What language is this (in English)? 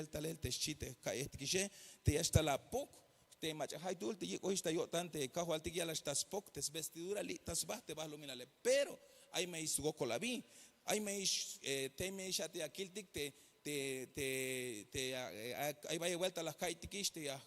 Tzeltal